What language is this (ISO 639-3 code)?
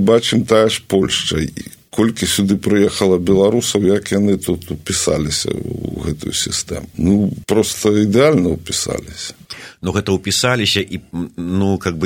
bel